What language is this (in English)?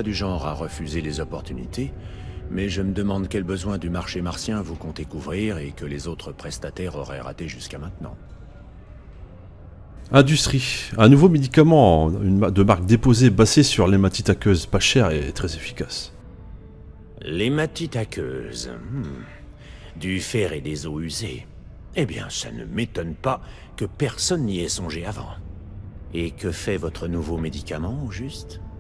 French